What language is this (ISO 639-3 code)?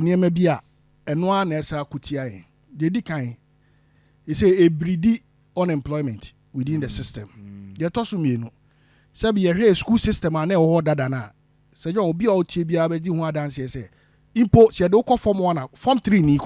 aka